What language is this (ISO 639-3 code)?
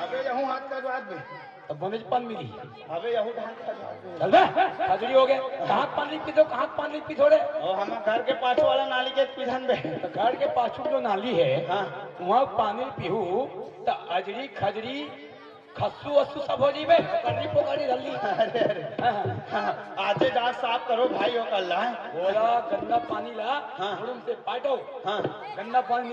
hne